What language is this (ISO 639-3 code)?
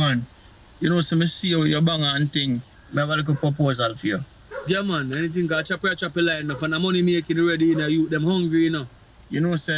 jam